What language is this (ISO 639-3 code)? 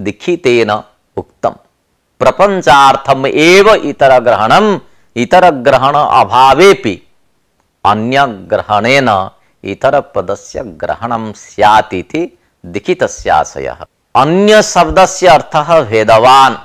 san